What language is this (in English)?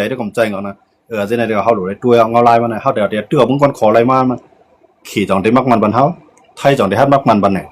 Shan